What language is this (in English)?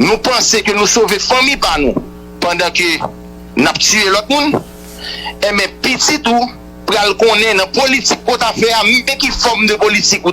Haitian Creole